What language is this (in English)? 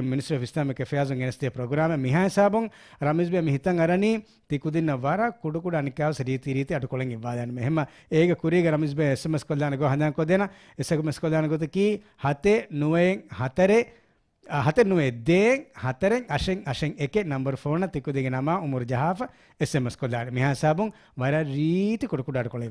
Divehi